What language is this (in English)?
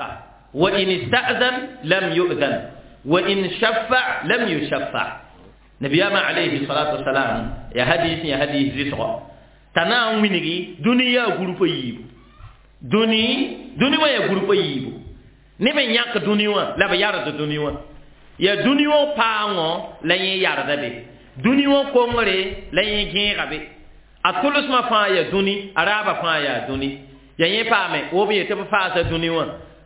Mossi